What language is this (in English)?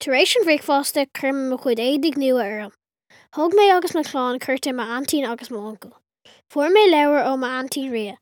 Irish